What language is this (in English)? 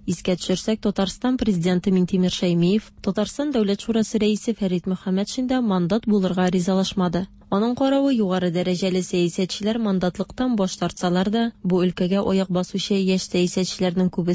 Tatar